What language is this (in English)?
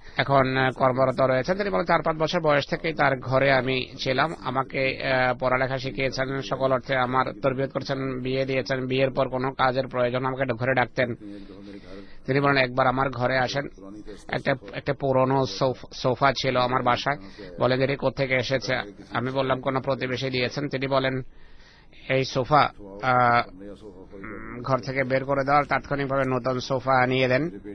Bangla